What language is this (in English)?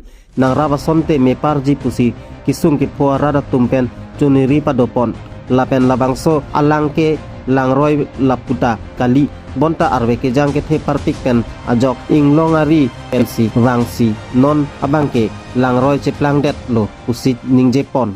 Karbi